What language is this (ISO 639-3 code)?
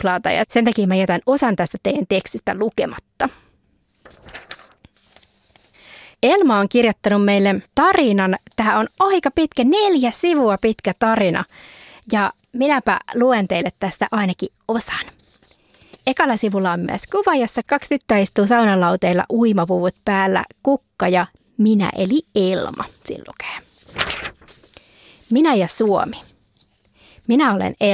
fin